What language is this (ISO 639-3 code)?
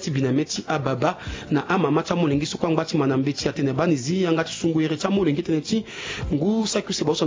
sag